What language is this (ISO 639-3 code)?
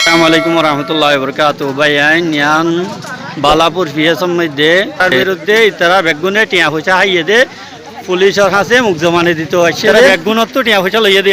rhg